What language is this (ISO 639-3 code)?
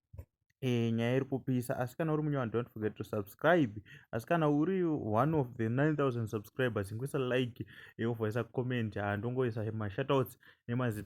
sna